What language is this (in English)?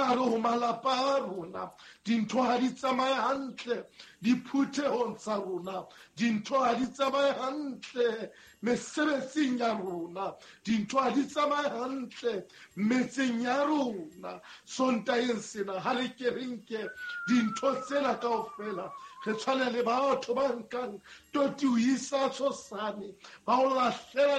Southern Sotho